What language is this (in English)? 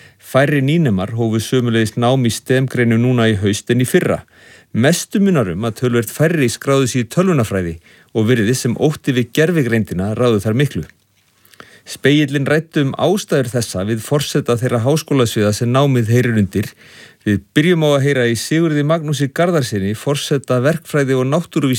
Icelandic